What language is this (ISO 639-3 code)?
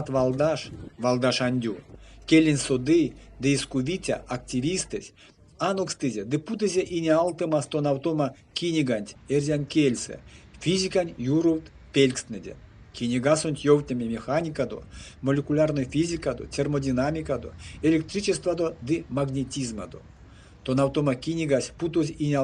myv